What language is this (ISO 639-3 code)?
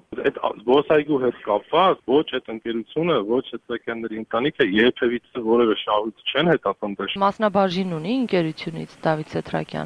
hye